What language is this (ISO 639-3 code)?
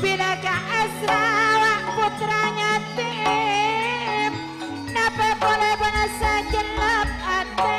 mad